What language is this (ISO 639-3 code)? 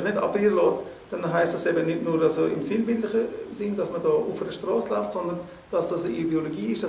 gsw